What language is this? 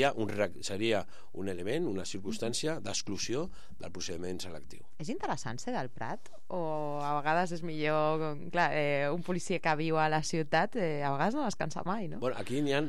Catalan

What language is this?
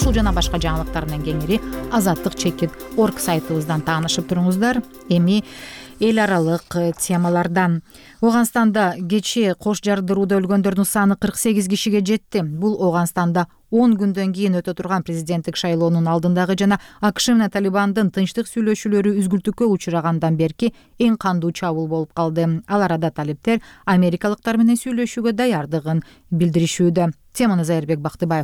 Kyrgyz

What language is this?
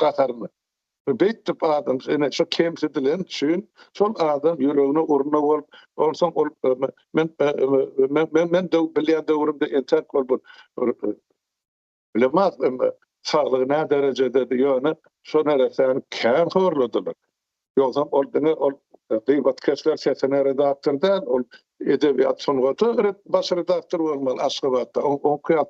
Turkmen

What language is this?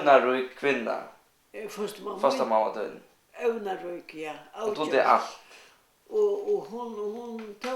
Faroese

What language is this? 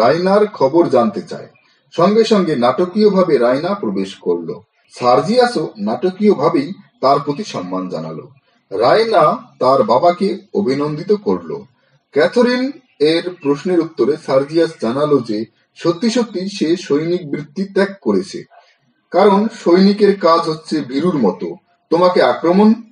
Bangla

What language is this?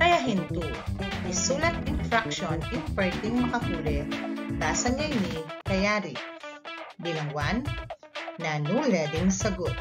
Pampanga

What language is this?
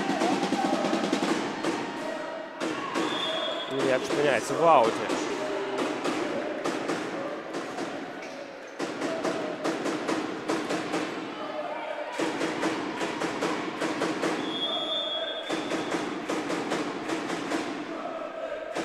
Ukrainian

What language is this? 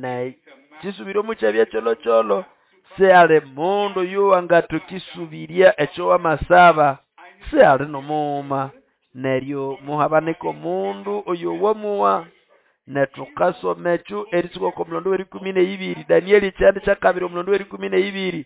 Nande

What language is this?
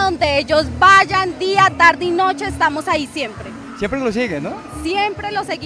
Spanish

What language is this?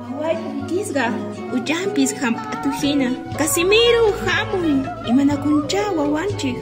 Quechua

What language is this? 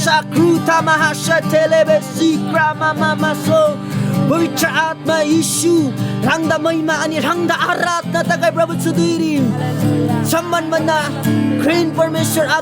Eastern Tamang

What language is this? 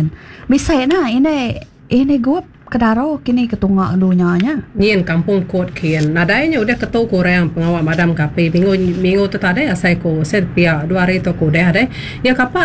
Iban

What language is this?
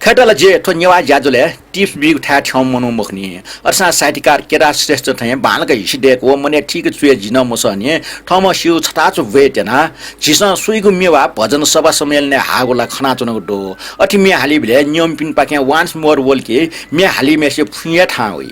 Newari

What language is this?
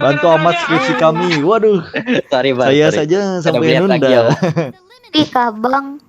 Banjar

